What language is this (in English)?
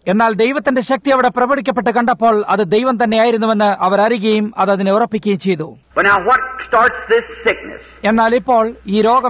Malayalam